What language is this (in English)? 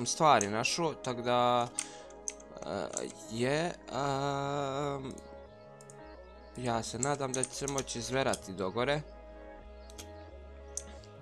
Croatian